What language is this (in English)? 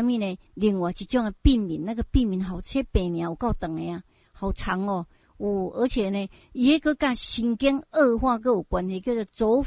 Min Nan Chinese